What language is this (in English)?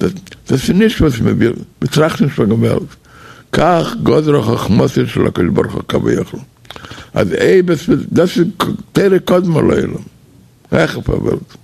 Yiddish